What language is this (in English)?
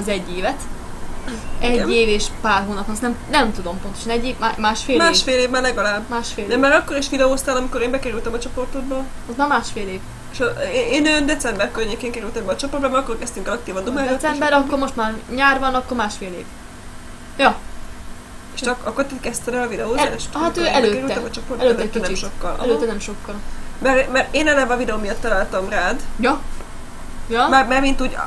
Hungarian